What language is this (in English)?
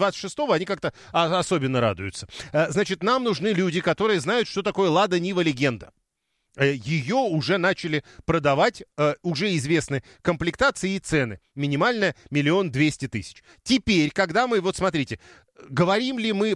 Russian